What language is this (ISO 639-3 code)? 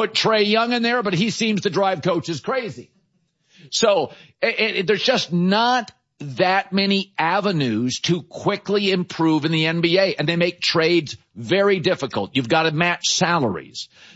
eng